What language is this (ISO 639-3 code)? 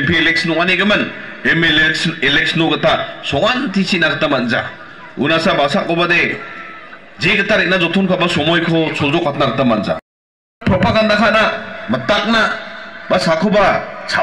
grt